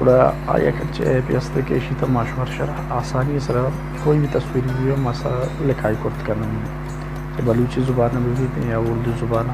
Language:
Baluchi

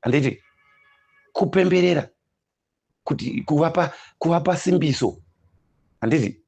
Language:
Shona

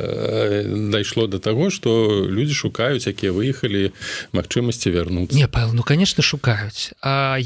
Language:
Belarusian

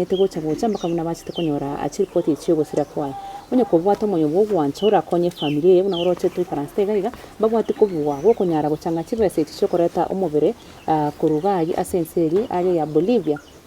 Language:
Gusii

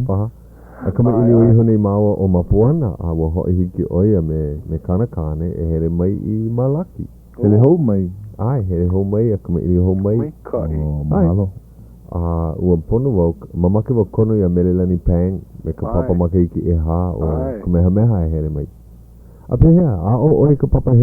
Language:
Hawaiian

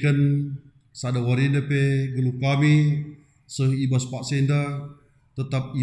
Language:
Batak Karo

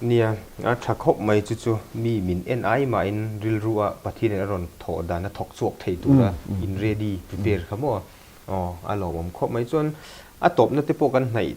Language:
Mizo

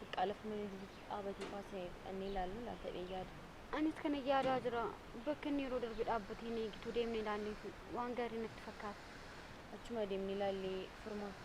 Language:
Oromo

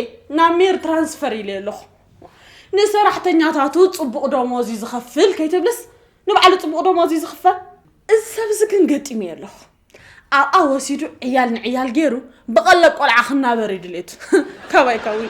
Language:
Tigrinya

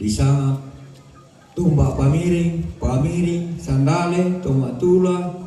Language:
Toraja-Sa'dan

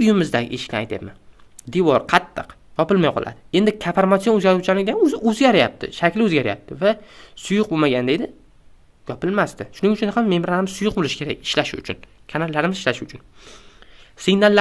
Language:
Uzbek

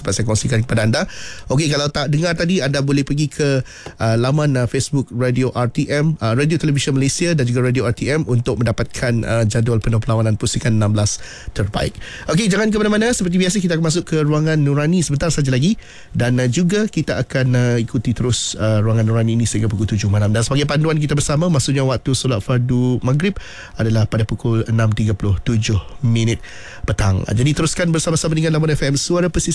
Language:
Malay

